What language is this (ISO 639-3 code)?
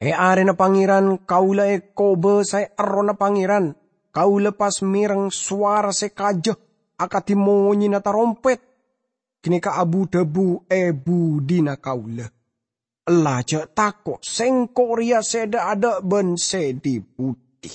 mad